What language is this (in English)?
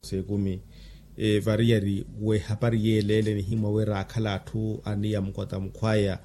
Makhuwa